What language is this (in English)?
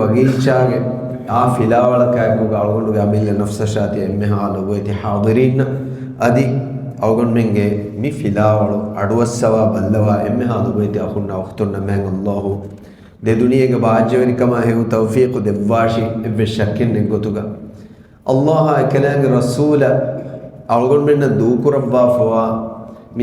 Divehi